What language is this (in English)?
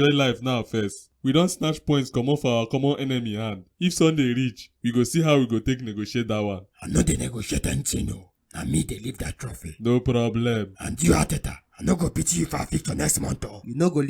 Nigerian Pidgin